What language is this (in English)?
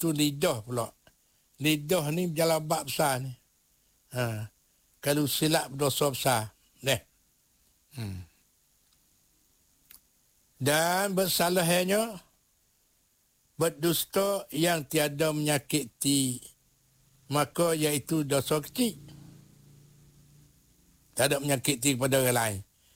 Malay